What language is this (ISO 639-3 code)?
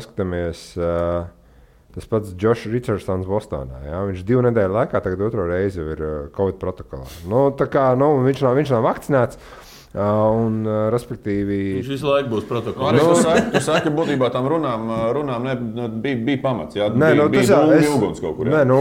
lav